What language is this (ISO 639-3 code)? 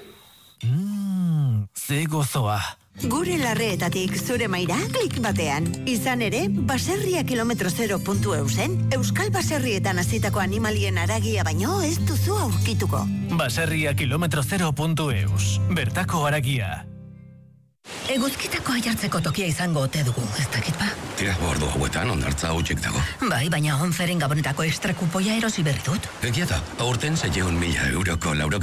eus